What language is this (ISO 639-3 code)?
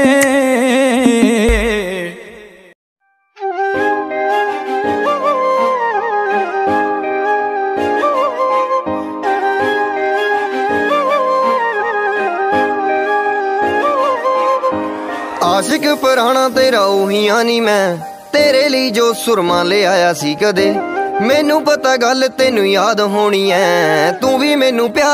pan